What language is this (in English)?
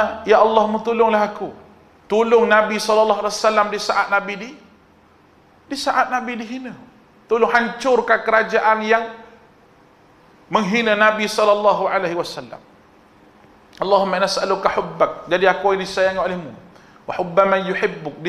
Malay